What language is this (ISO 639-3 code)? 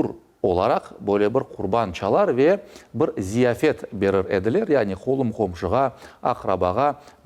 crh